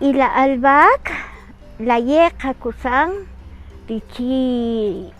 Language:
Kaqchikel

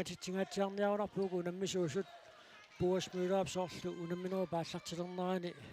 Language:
Kalaallisut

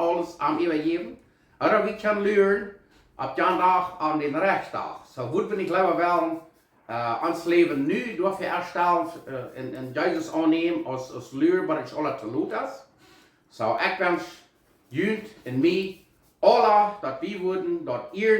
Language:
Plautdietsch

